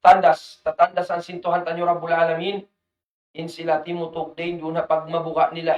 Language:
Tausug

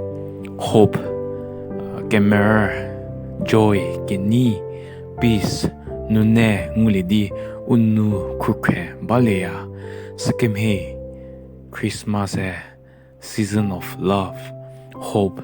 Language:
Angami Naga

